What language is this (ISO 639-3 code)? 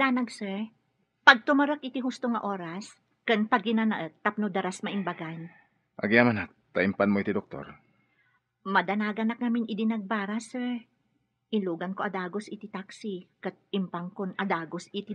ilo